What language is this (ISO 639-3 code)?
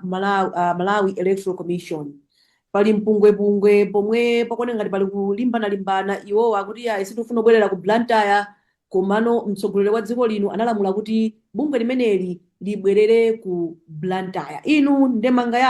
nya